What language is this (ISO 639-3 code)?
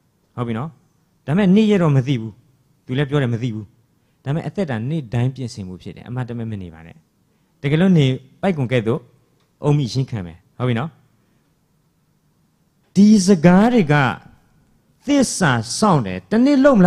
mya